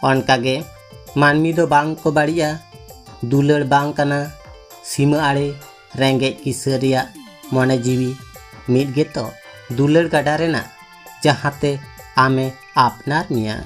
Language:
Santali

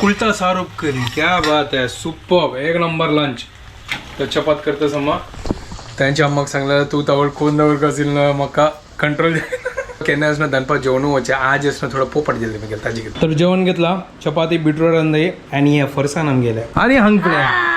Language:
Konkani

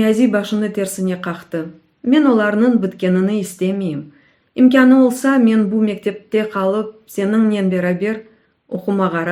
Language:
Crimean Tatar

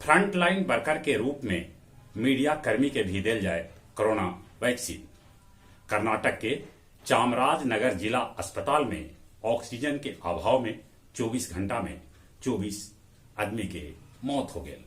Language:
Magahi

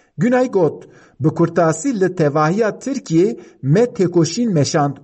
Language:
Kurdish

